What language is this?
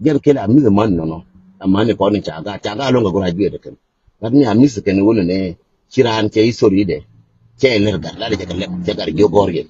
Nuer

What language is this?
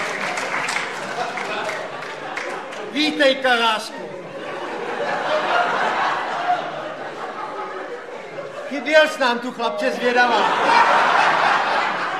Czech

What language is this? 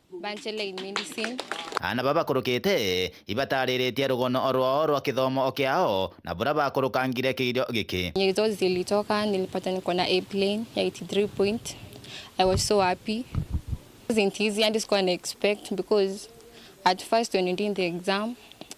Meru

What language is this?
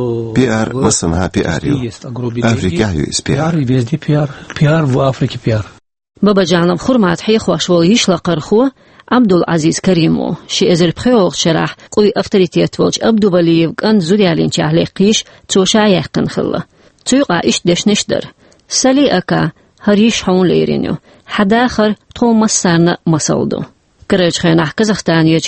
Chechen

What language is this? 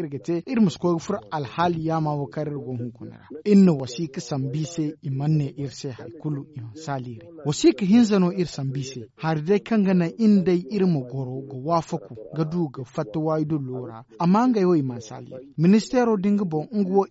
Zarma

